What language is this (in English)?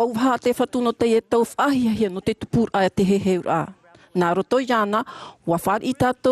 Tahitian